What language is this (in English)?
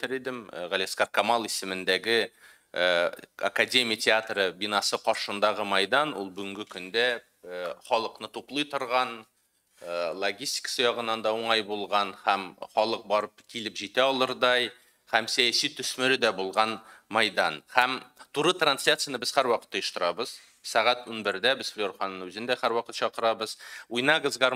Tatar